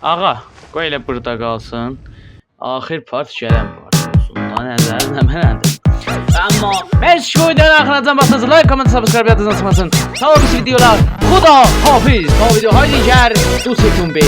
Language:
South Azerbaijani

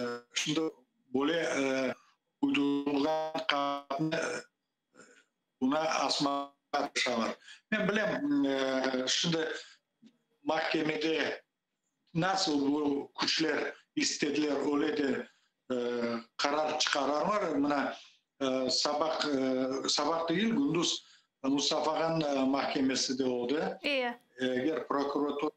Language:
Crimean Tatar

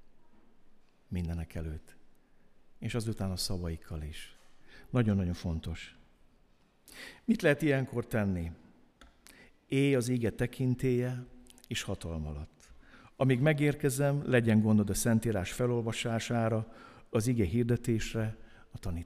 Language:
Hungarian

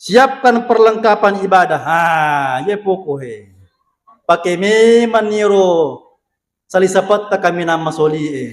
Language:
Buginese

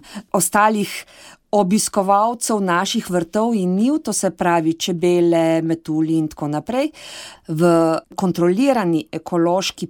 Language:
Slovenian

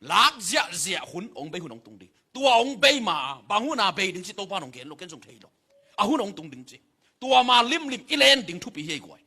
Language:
Tedim Chin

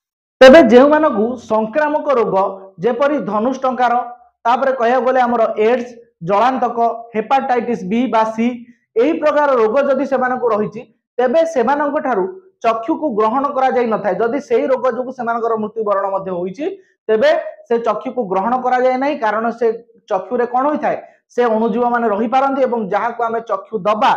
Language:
Odia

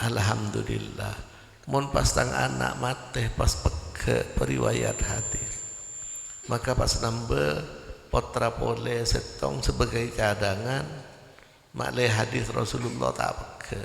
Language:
Madurese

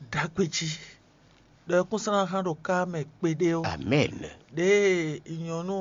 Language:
Fon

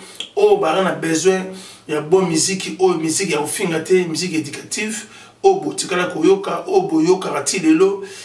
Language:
Lingala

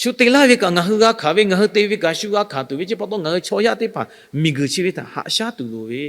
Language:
Lahu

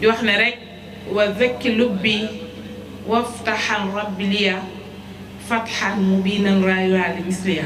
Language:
Wolof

